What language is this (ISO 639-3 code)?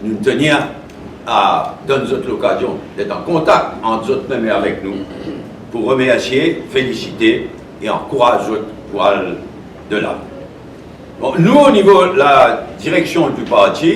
mfe